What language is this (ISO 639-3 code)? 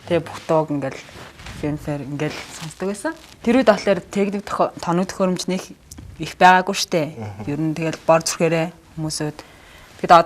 mon